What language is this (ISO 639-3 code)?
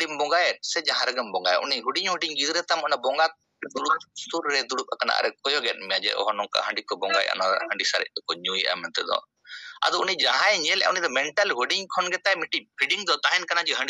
sat